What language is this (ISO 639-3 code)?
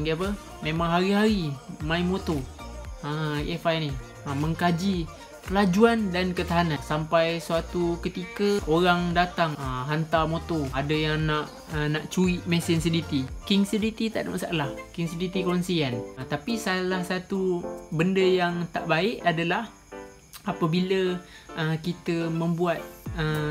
msa